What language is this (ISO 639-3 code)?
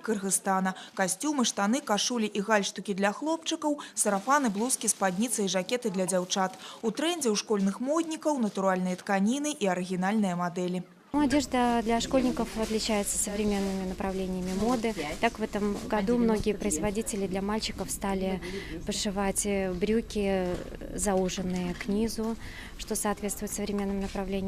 bel